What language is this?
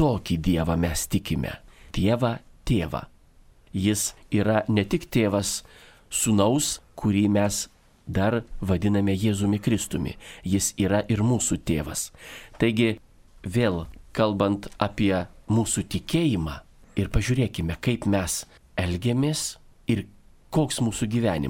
Lithuanian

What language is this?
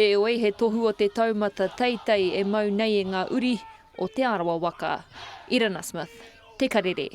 Māori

